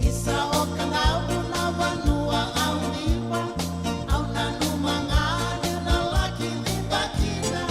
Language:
Fijian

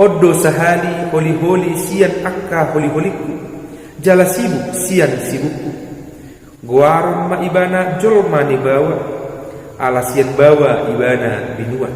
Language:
Batak Toba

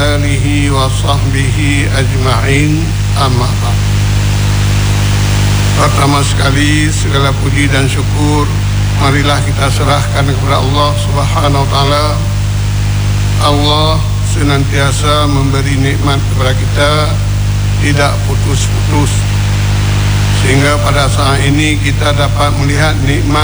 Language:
Malay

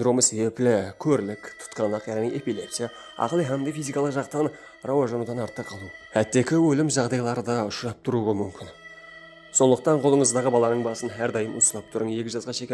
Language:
Kara-Kalpak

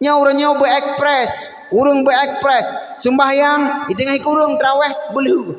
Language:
Achinese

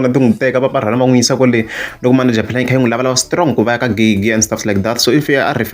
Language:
Tsonga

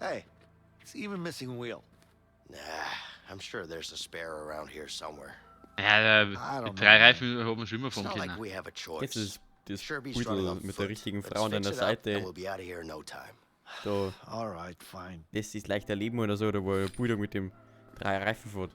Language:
Bavarian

